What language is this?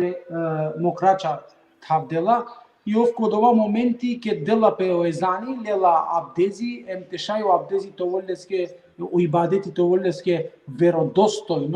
Balkan Romani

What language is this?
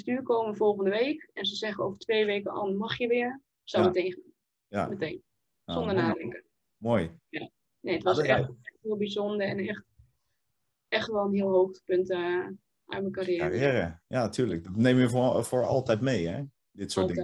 Dutch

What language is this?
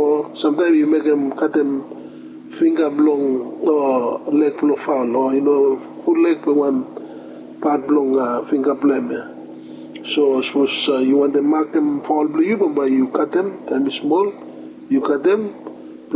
Bislama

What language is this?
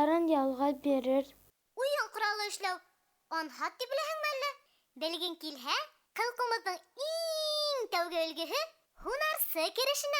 Bashkir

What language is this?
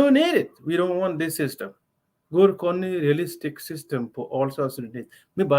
Nuer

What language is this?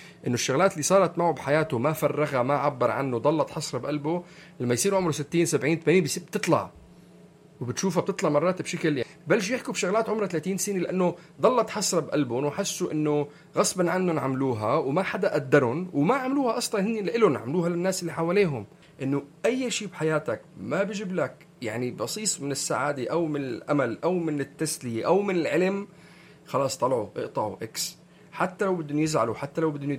North Levantine Arabic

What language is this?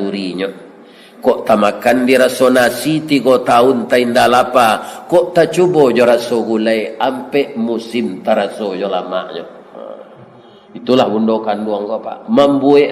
Minangkabau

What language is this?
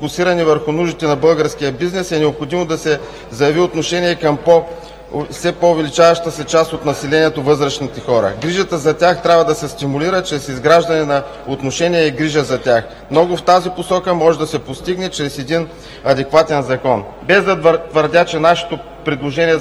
Bulgarian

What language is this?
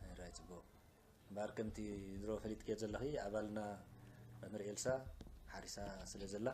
Tigrinya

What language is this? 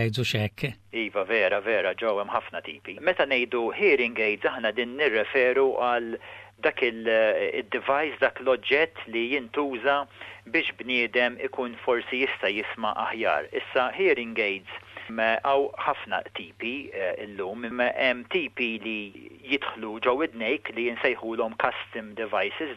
Maltese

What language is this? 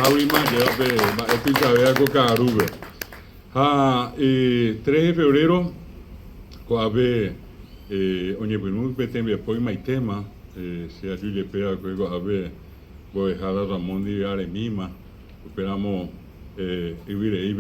Guarani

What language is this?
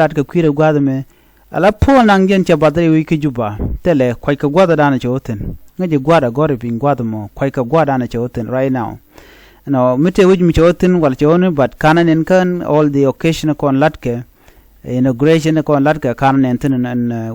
Nuer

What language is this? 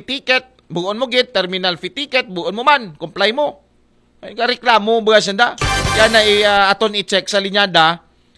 Aklanon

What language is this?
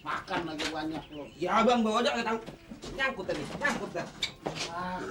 Betawi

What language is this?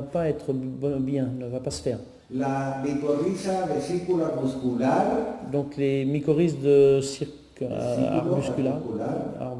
French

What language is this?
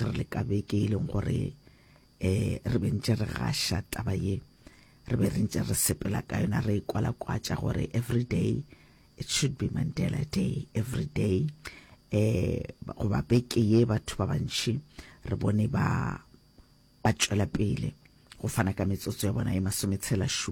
Northern Sotho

